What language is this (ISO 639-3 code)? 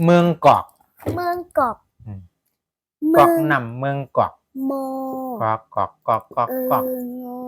shn